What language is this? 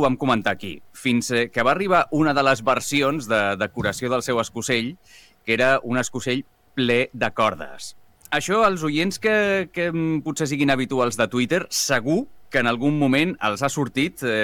Catalan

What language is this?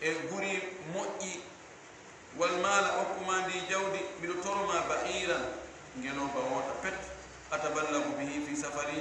Fula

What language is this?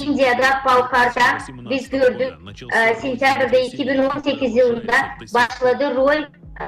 Gagauz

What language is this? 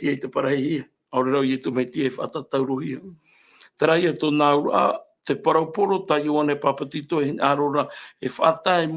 Tahitian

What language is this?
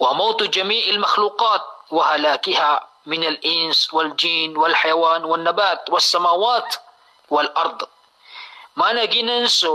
Maranao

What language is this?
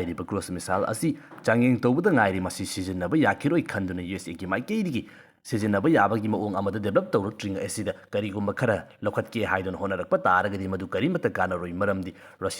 Manipuri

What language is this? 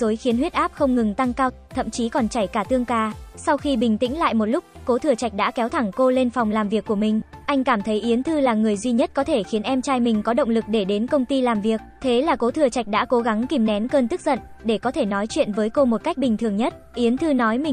Vietnamese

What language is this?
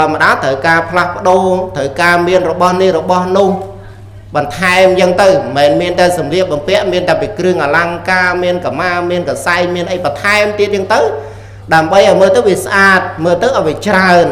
Khmer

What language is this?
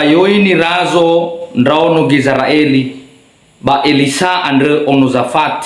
Nias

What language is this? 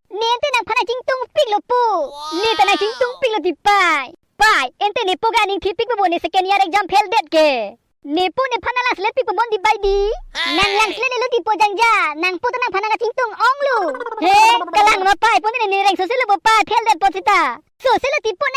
Karbi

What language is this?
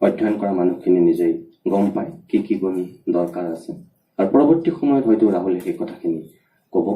Assamese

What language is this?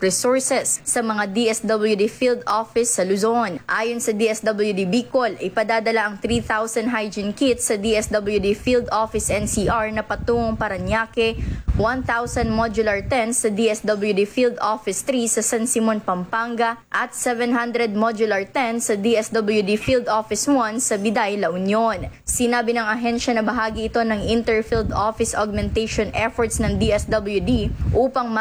Filipino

